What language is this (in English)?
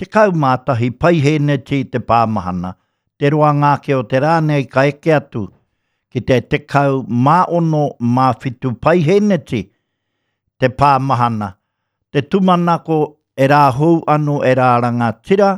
Māori